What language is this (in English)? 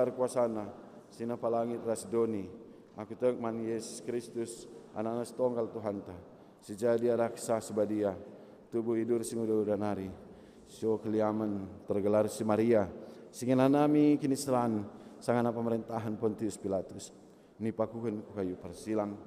Batak Karo